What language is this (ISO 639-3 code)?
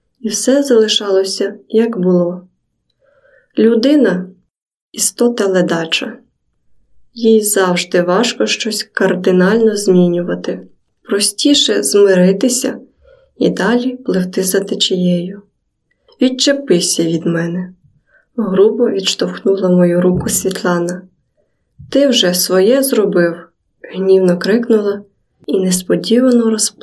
ukr